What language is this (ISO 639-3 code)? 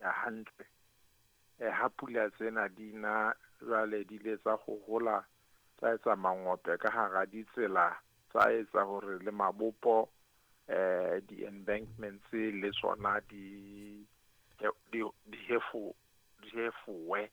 sot